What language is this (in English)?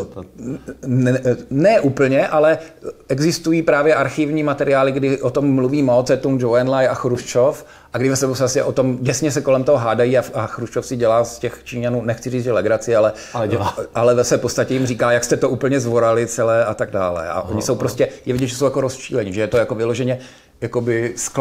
Czech